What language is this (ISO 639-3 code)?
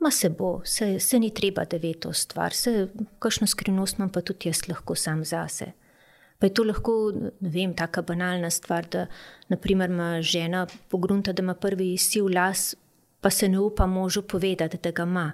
slv